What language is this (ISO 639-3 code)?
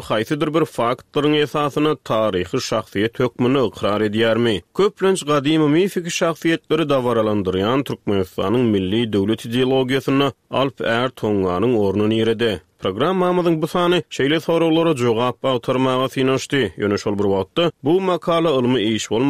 tuk